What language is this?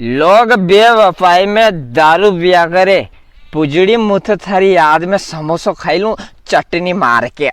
Rajasthani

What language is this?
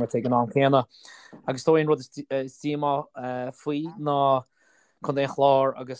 Irish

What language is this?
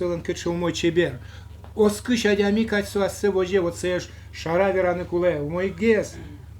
Udmurt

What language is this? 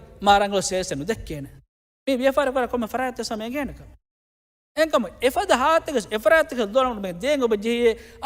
Divehi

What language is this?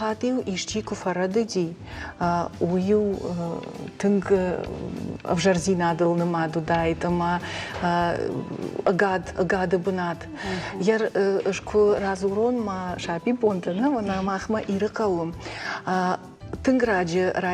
Ossetic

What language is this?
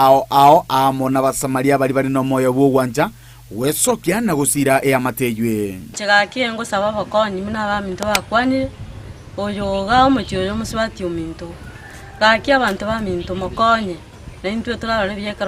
Gusii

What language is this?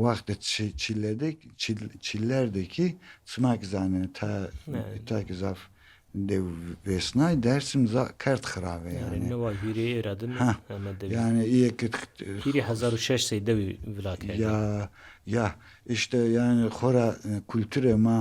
Zaza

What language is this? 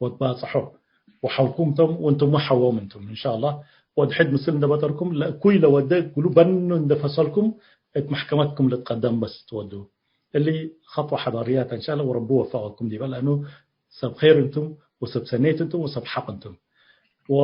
Tigre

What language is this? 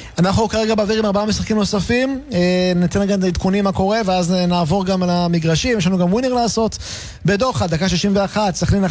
Hebrew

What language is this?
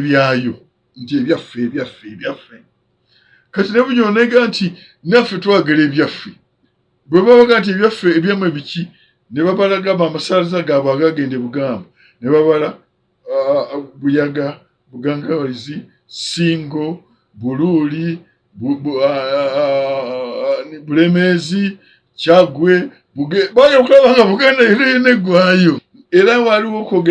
Ganda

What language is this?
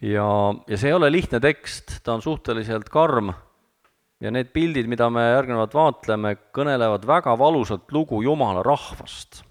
Estonian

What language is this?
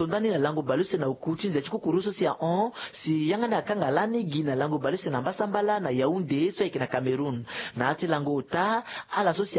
Sango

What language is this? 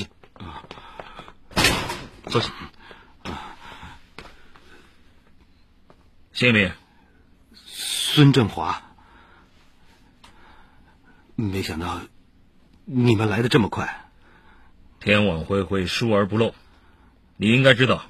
Chinese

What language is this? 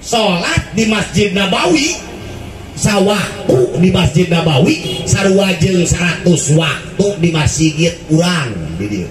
Sundanese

